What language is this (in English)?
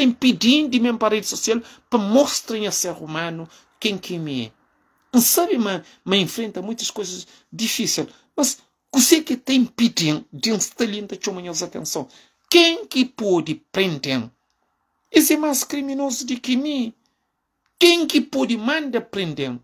Kabuverdianu